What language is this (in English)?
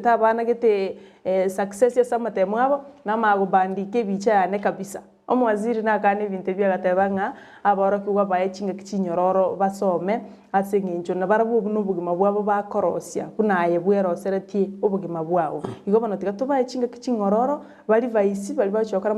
Gusii